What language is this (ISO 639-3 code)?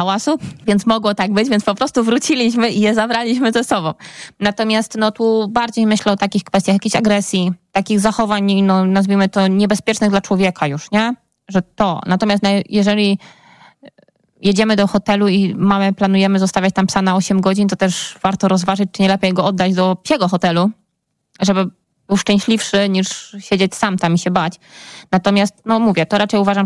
pol